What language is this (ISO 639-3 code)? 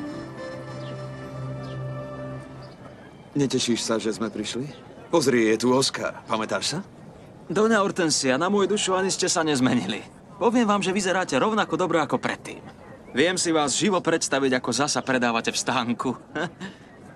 slk